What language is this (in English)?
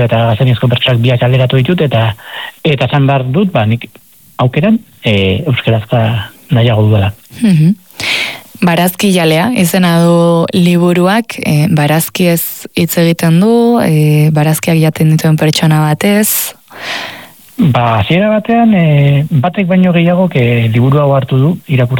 Basque